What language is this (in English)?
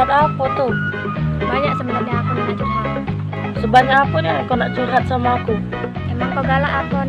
Musi